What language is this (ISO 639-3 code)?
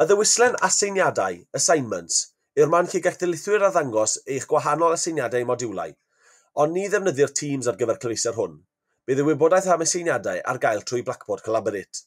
cym